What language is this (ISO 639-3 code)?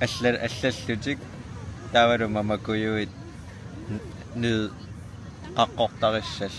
kal